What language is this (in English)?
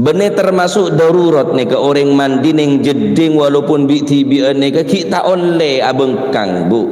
Madurese